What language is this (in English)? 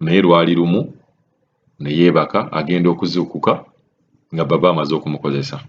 Ganda